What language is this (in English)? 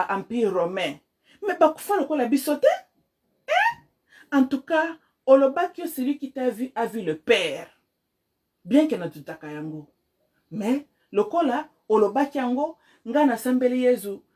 Lingala